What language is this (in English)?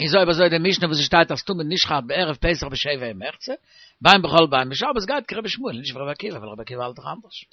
Yiddish